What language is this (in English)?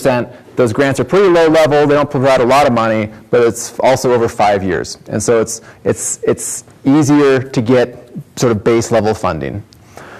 English